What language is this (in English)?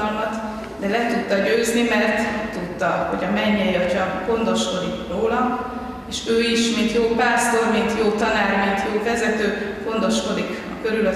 Hungarian